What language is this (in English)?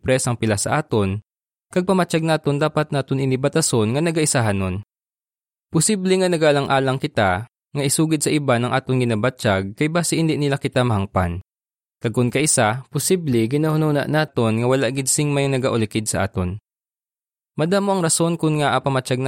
Hiligaynon